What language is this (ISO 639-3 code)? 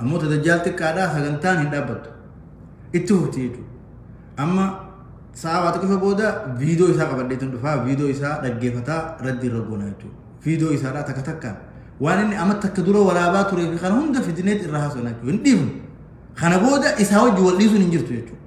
orm